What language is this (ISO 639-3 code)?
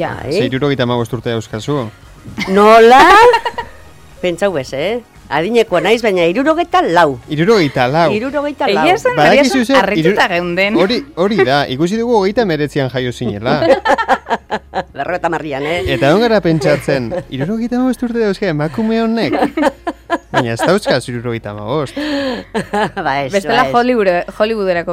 eus